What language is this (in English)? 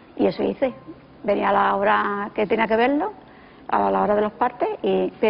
Spanish